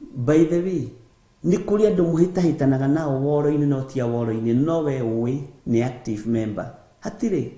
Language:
Kikuyu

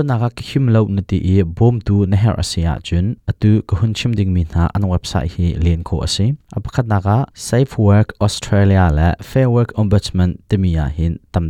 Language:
Hakha Chin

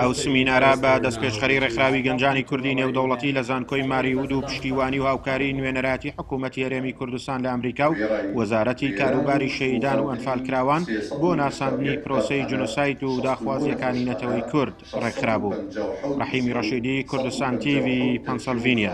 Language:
Central Kurdish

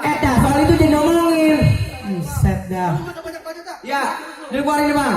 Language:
Betawi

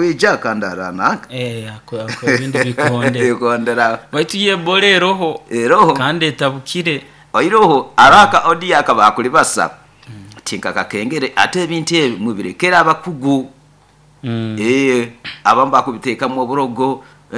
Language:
Nyoro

